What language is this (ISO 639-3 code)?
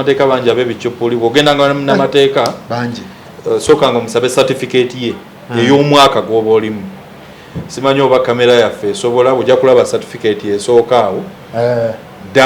lug